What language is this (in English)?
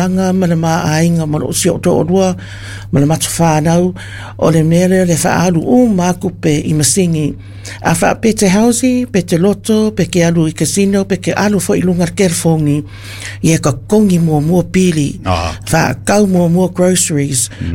Samoan